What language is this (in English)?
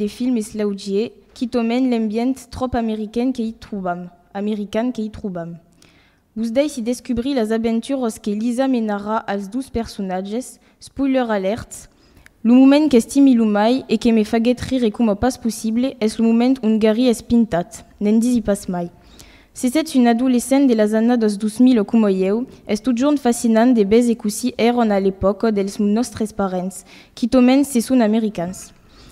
Occitan